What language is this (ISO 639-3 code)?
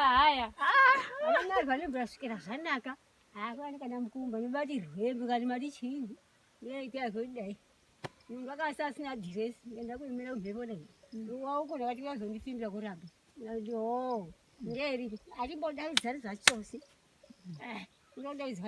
sna